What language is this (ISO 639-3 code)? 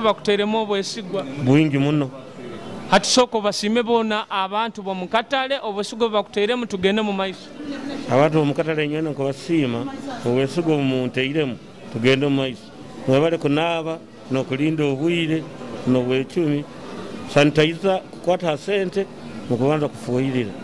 nyo